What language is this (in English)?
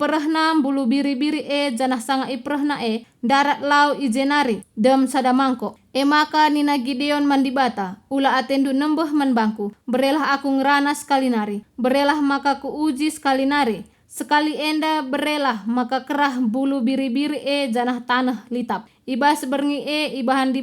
Batak Karo